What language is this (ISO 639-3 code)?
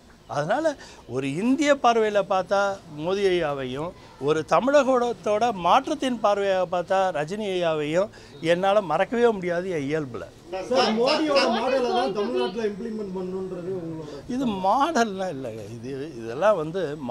tam